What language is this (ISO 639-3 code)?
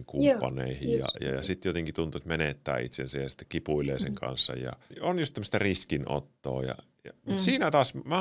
fin